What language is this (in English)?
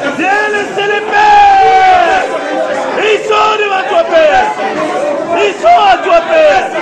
French